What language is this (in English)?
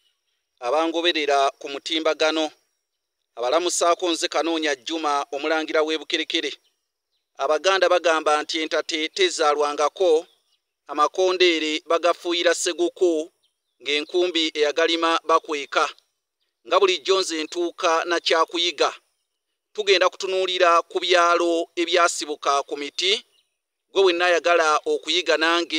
Ganda